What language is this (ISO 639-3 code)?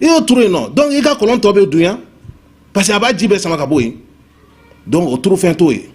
bam